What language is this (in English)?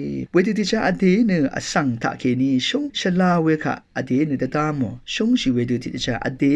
Rawang